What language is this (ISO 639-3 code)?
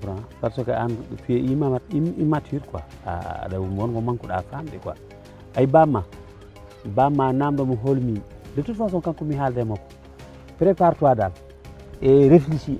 ful